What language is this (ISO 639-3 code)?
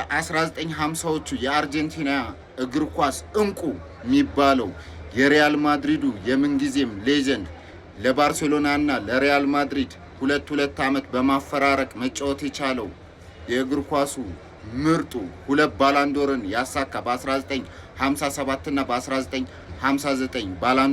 amh